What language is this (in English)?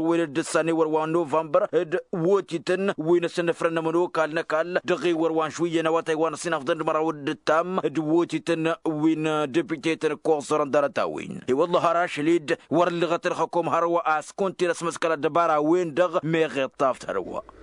Tamasheq